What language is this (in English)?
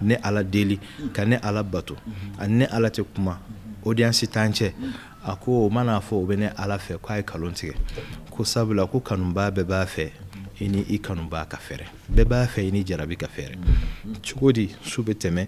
Bambara